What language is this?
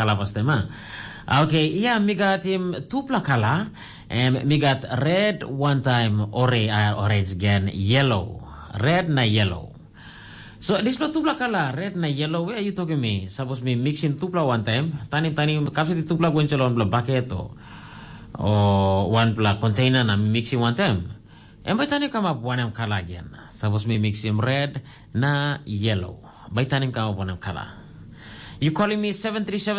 Tok Pisin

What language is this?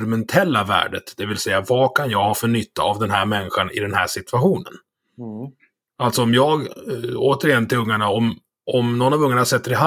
Swedish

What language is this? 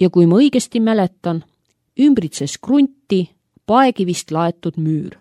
Estonian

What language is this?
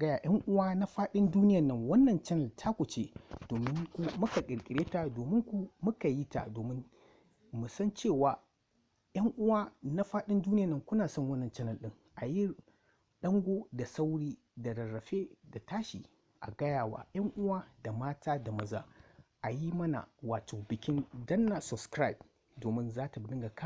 Hausa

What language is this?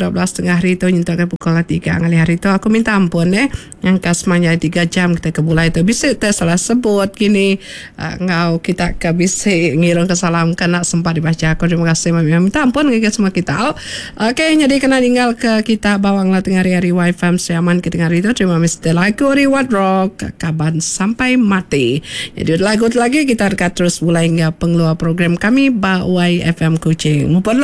Iban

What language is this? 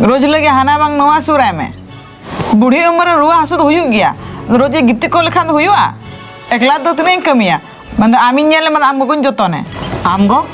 Santali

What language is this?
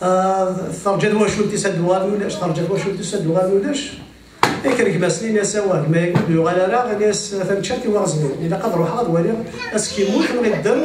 Kabyle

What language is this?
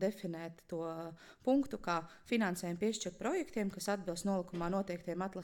Latvian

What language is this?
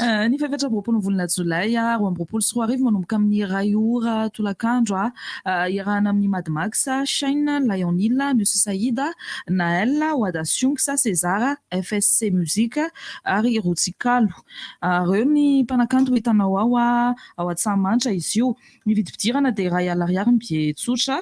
Malagasy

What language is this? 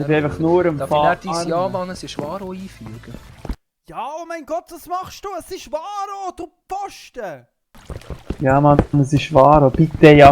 Swiss German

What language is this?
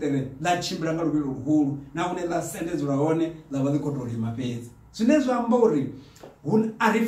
Venda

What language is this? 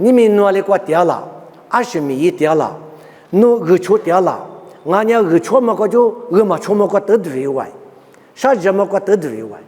Lisu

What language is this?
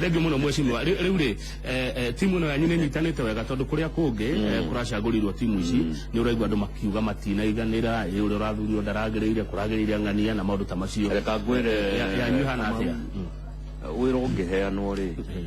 Kikuyu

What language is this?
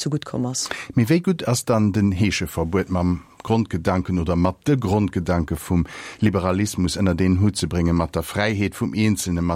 Luxembourgish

